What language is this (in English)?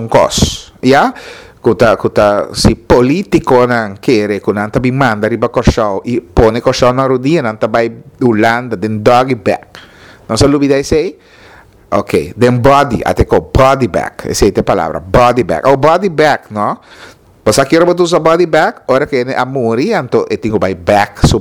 Papiamento